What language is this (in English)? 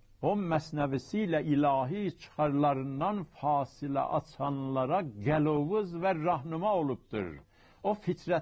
South Azerbaijani